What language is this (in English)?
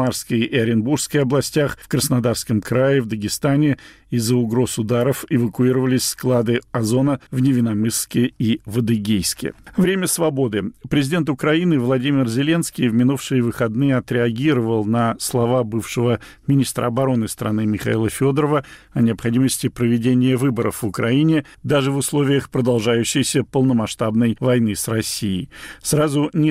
Russian